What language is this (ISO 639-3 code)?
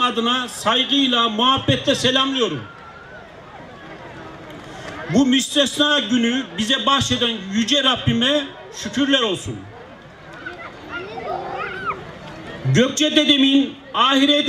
tur